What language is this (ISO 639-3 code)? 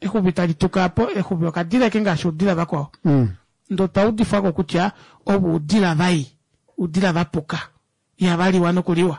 kua